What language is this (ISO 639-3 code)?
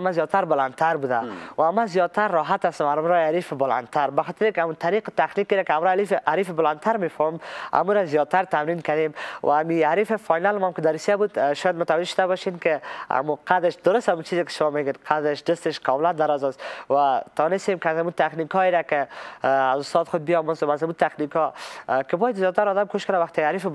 fas